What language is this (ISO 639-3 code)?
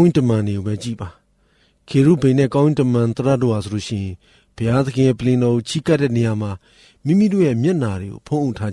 mya